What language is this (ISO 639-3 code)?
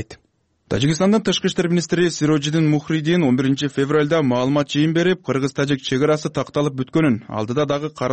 kir